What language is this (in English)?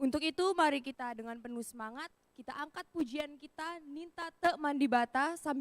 Batak Karo